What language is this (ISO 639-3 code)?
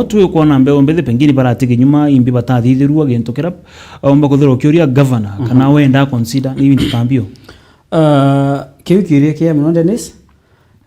mer